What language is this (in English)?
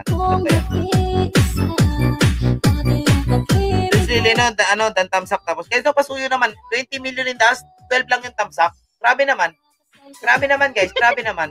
Filipino